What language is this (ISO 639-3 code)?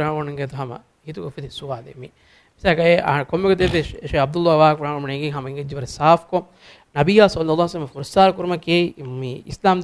div